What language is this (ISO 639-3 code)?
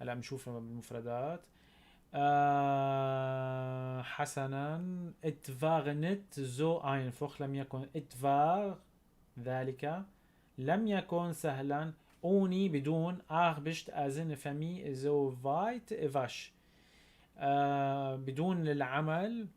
apc